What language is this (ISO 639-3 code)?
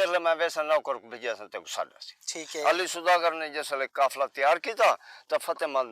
skr